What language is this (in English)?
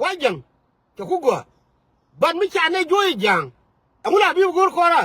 Nuer